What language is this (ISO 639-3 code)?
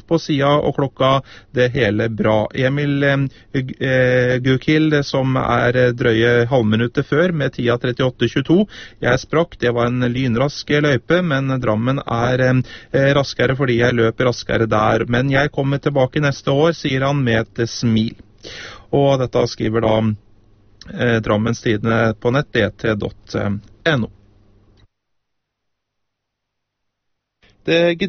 nor